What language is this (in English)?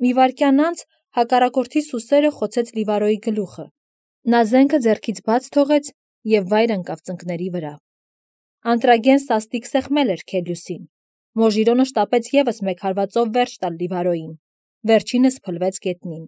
Armenian